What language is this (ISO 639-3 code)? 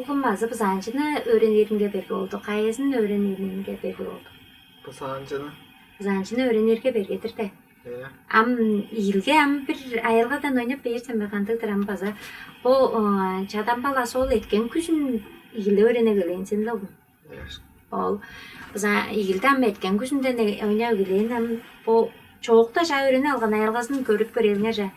tyv